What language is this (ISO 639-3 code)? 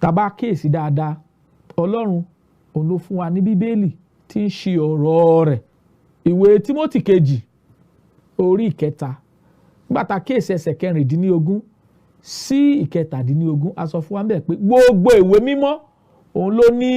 yor